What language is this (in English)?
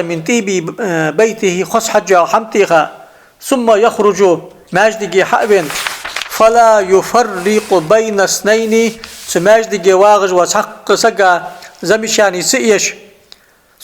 Ingush